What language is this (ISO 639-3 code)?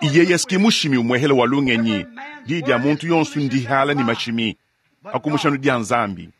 lua